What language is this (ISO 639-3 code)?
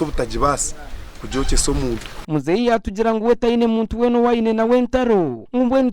nyn